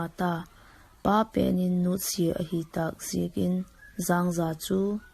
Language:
Vaiphei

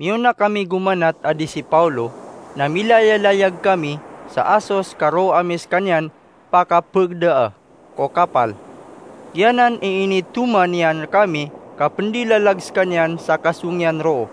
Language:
Maranao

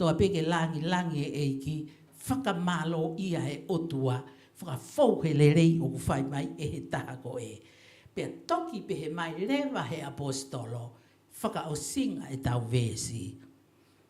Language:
Tongan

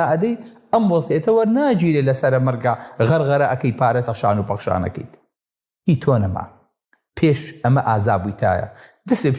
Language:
Central Kurdish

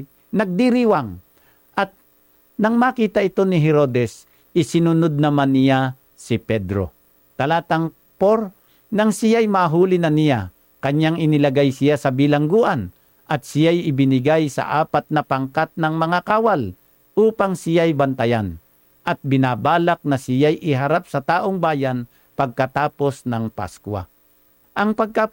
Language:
Filipino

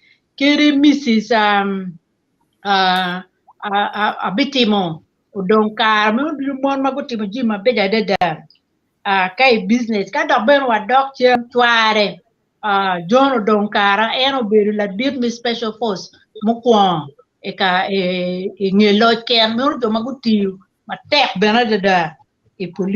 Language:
Acoli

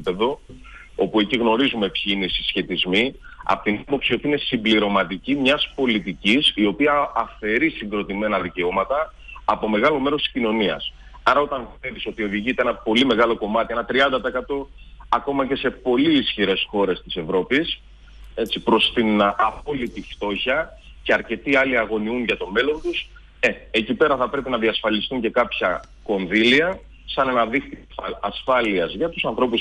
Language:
Greek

